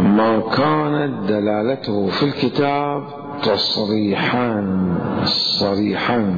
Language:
Mesopotamian Arabic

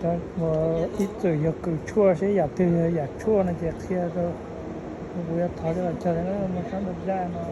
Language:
Hmong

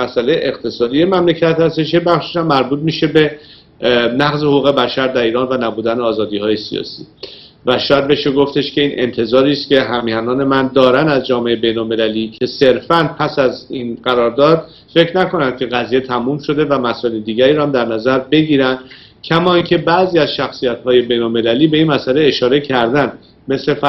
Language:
Persian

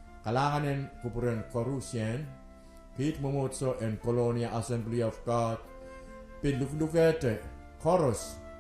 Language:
Pohnpeian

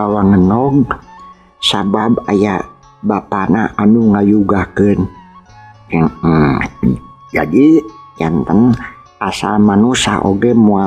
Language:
Sundanese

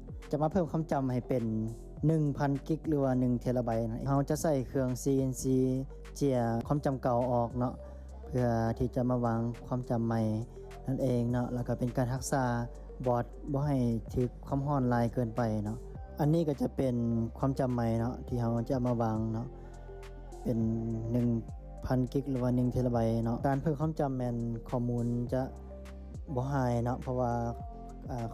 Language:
Lao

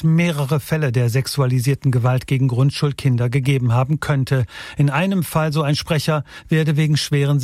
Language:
German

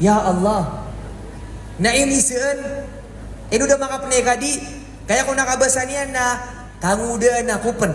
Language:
Maranao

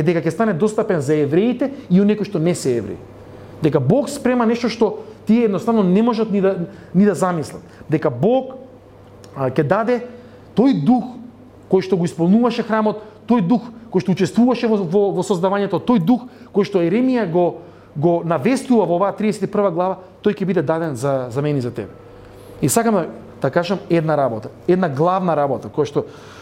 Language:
Macedonian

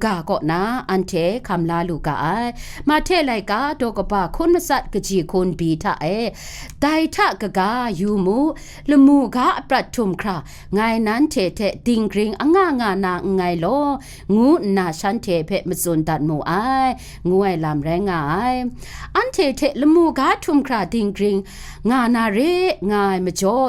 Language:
Kachin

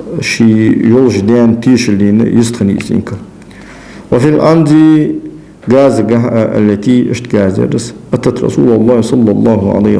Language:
Ingush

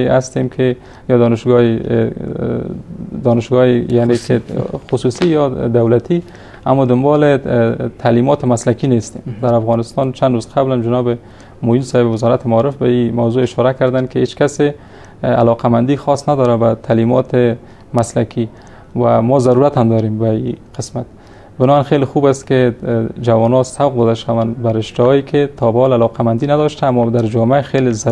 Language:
Persian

